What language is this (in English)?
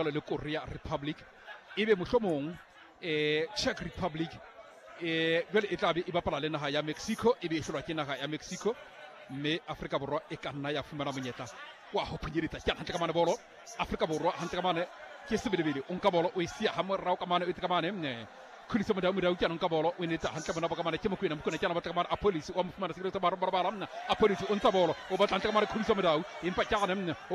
Southern Sotho